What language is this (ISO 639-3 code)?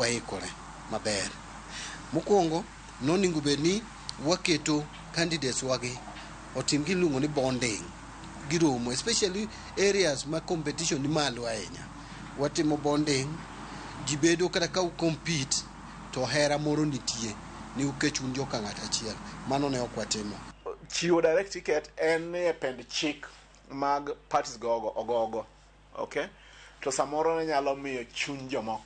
luo